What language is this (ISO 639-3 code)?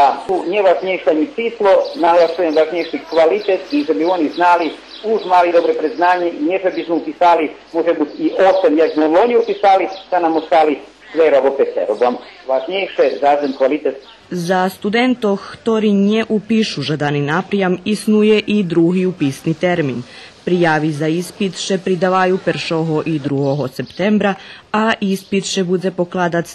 rue